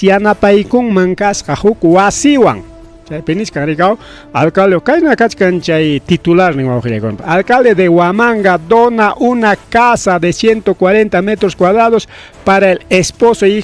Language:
Ayacucho Quechua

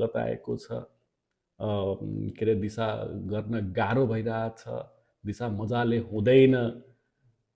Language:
Nepali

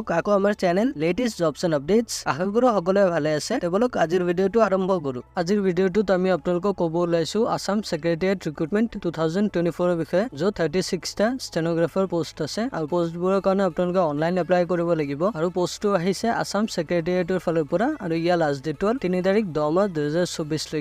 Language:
Assamese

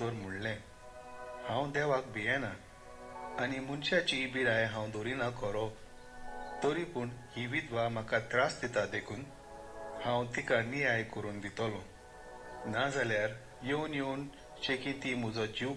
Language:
Konkani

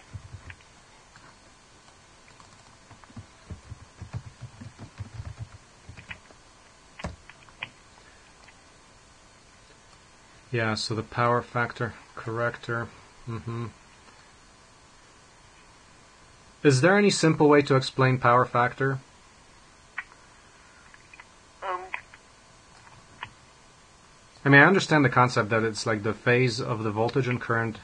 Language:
English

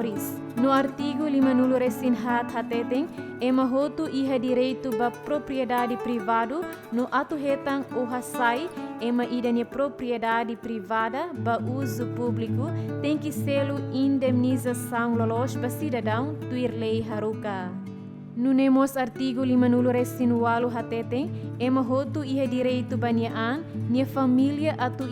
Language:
Tetum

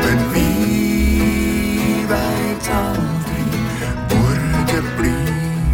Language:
Norwegian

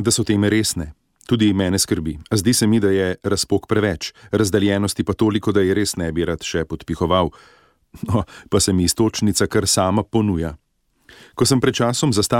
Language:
Slovenian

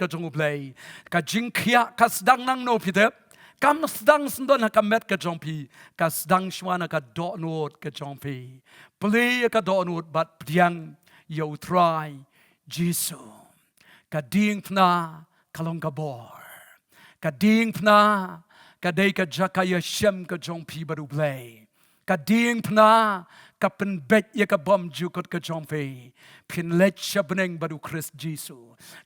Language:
Khasi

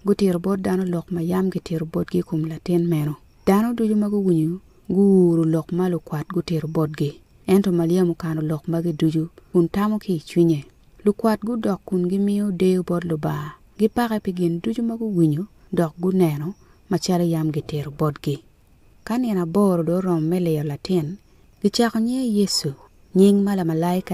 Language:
Acoli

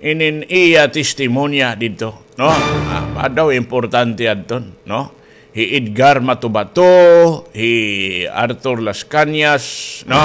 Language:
Waray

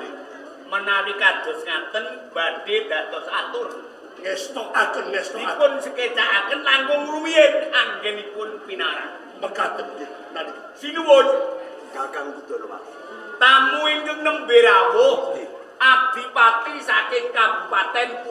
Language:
Javanese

